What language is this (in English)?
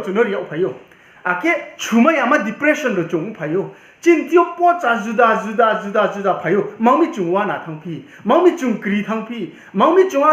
Riang (India)